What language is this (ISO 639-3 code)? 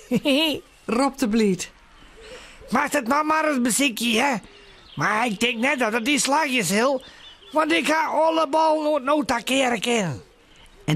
fry